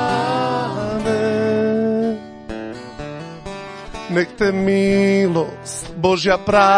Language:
Croatian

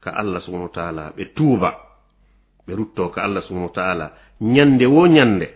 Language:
Fula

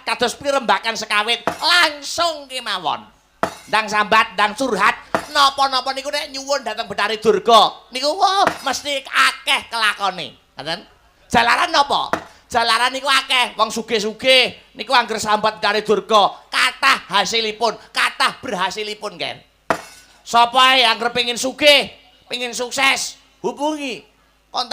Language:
Javanese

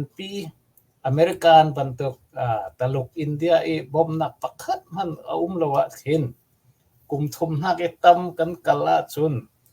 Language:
Hakha Chin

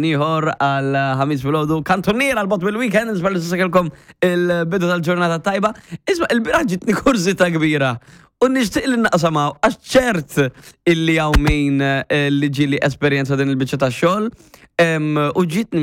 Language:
Maltese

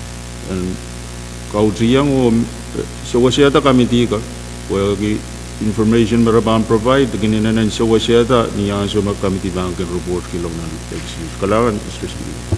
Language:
Pohnpeian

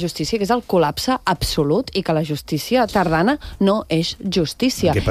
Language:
Catalan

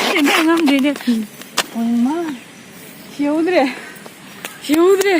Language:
Manipuri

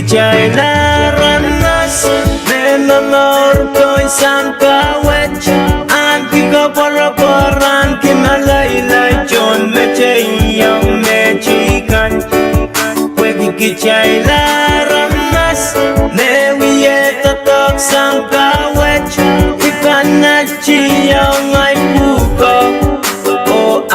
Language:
Pohnpeian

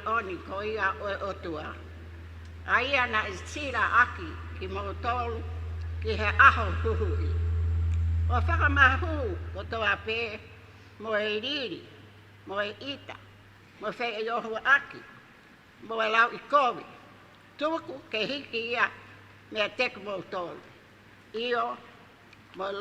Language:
Tongan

